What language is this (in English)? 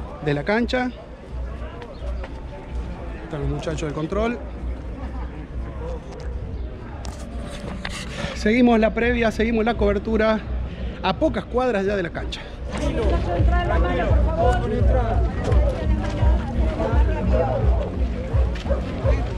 Spanish